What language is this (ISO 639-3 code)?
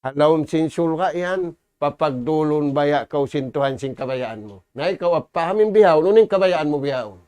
tsg